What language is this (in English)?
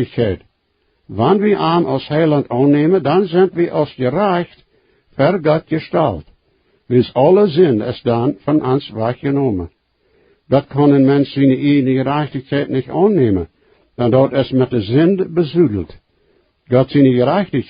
Plautdietsch